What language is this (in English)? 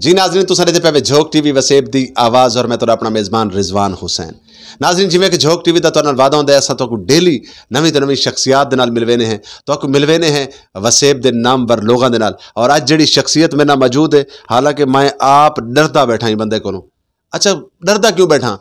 Saraiki